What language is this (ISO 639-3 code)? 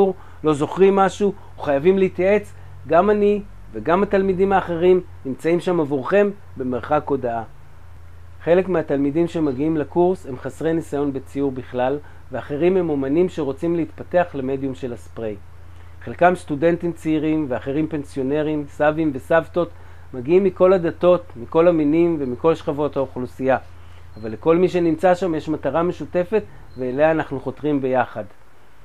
heb